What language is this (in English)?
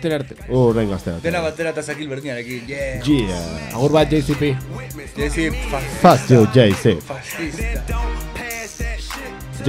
Basque